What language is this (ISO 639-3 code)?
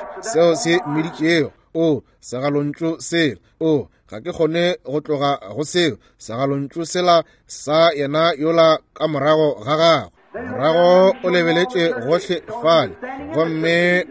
nso